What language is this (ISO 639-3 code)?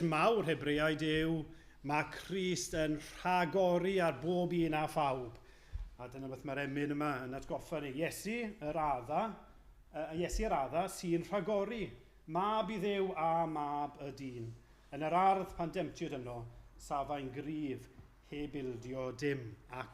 cym